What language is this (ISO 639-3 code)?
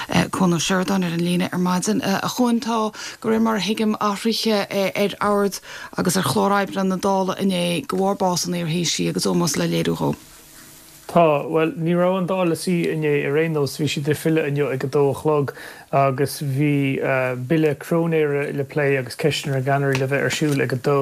gle